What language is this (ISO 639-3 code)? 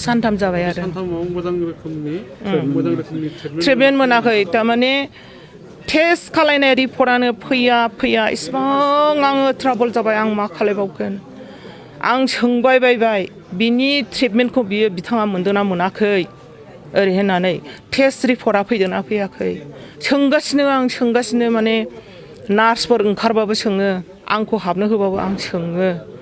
brx